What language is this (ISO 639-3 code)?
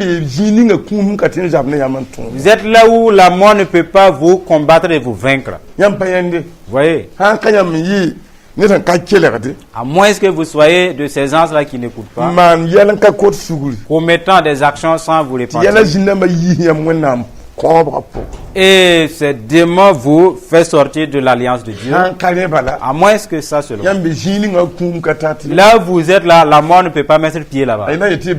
mos